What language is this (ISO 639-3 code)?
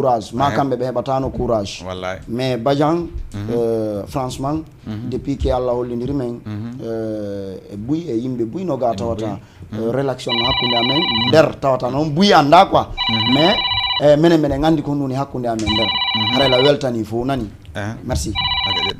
ful